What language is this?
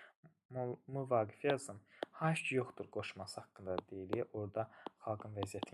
Azerbaijani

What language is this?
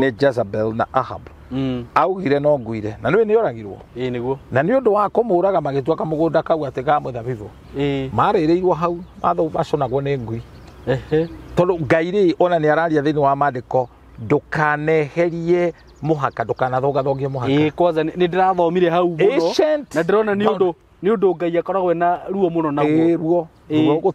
Kikuyu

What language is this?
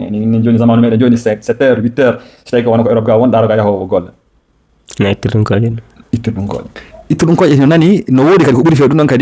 Fula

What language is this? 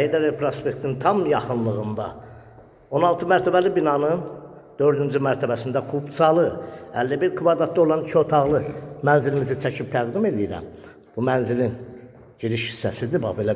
Azerbaijani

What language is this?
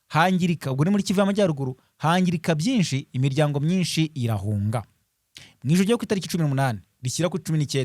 Kinyarwanda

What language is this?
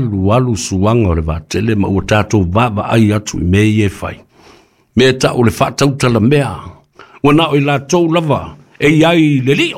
Samoan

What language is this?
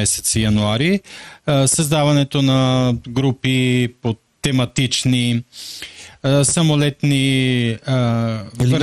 Bulgarian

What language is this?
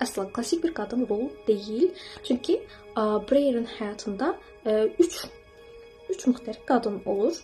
Azerbaijani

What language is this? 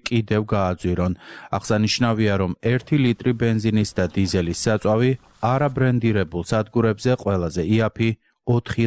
Georgian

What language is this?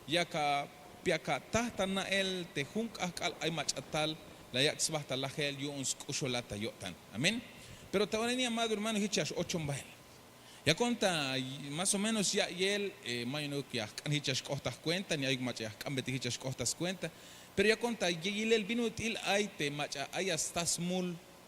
Tzeltal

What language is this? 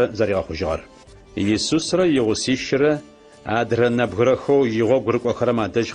Adyghe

